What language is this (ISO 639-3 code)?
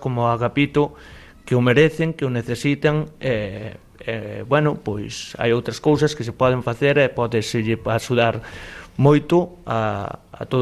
glg